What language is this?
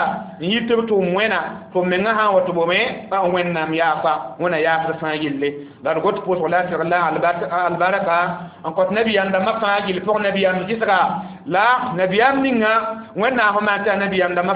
Mossi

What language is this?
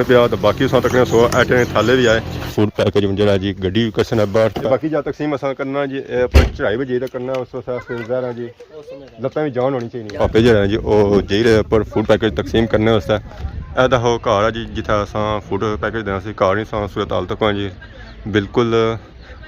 Pahari-Potwari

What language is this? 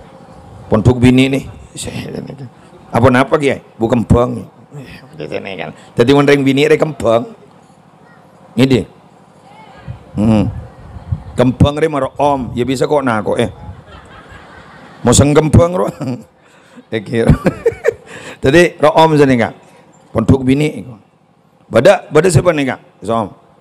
Madurese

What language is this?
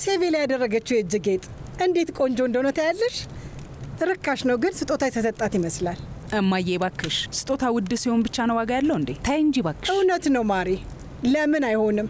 Amharic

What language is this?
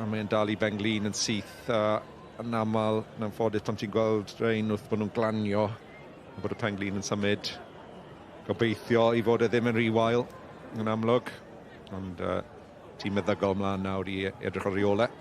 Welsh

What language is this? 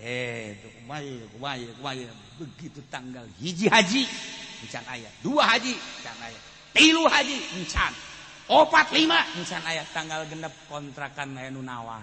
Sundanese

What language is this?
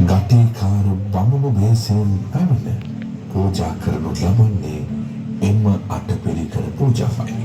Sinhala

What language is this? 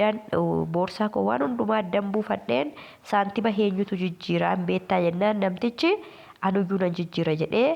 Oromo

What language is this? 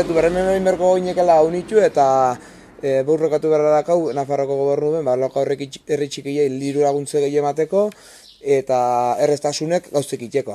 Basque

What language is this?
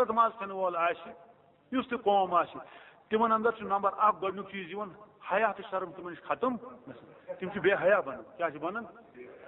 Kashmiri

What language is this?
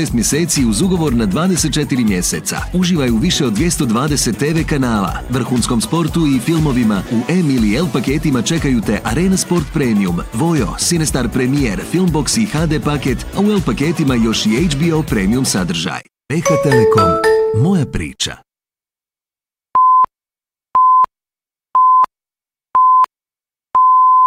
Bosnian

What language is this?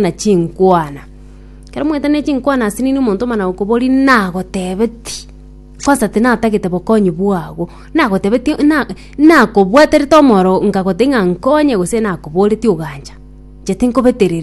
Gusii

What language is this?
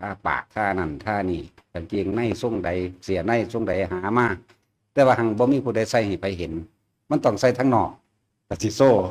Northeastern Thai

